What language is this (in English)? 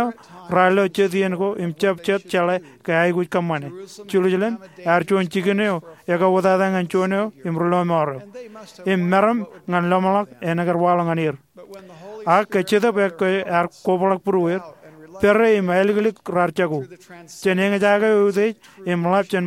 Marshallese